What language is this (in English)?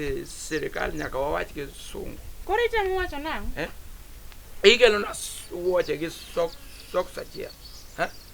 Luo (Kenya and Tanzania)